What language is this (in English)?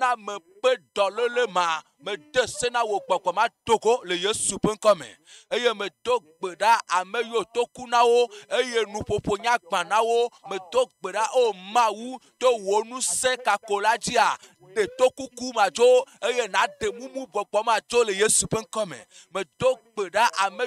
Ewe